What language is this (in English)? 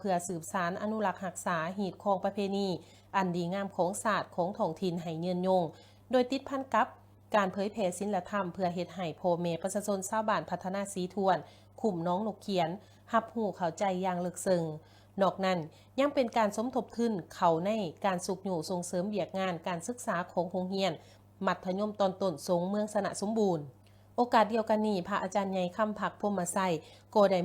Lao